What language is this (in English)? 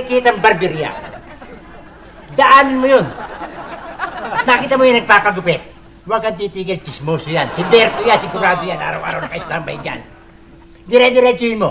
Filipino